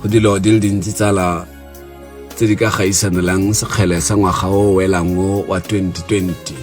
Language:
Tswana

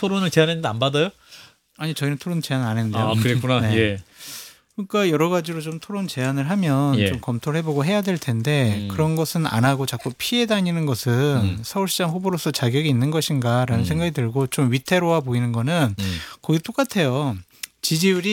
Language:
Korean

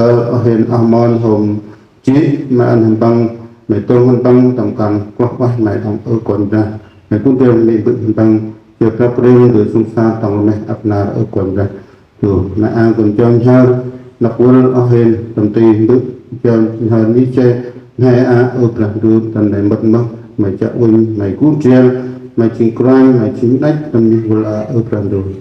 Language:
Central Mnong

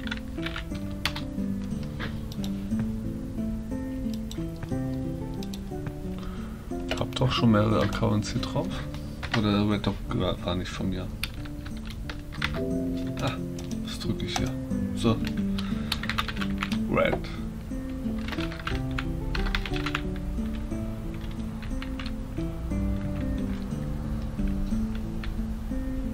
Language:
German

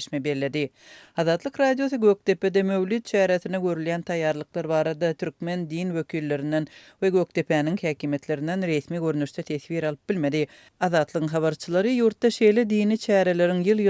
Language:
Turkmen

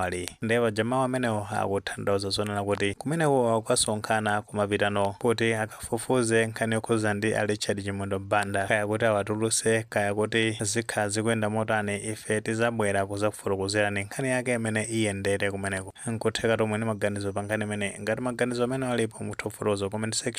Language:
Nyanja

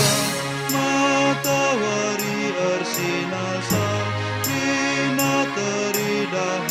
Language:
Batak Karo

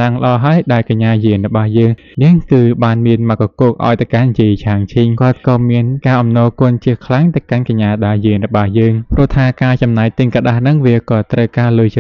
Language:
Khmer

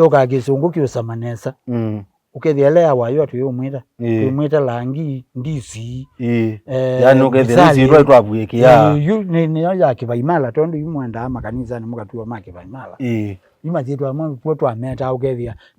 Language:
Kamba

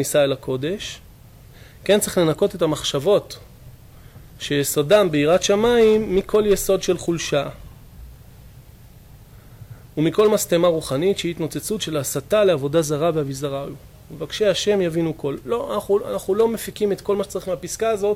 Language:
Hebrew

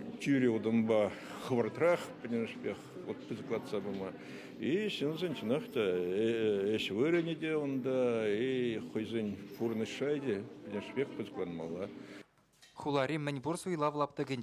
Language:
Chuvash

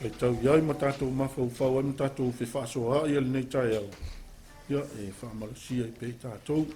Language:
Samoan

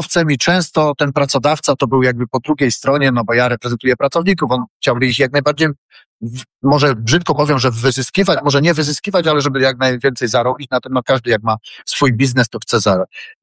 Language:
Polish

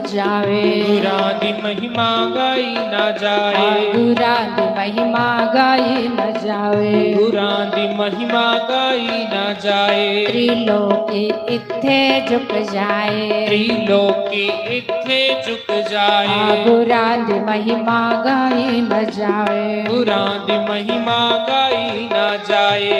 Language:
Dogri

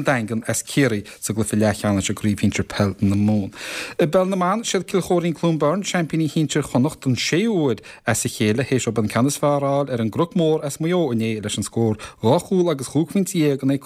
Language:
Irish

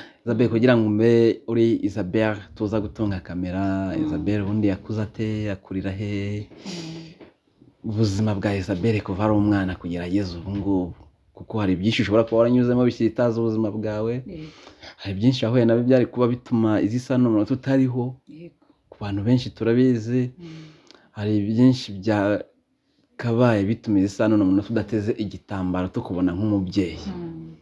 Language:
Kinyarwanda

